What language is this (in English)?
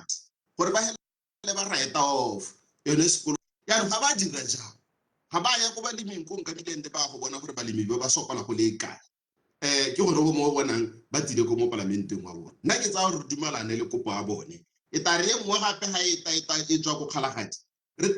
Tswana